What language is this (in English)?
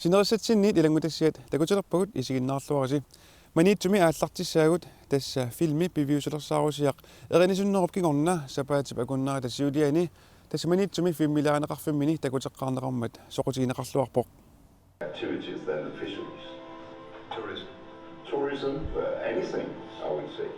Kalaallisut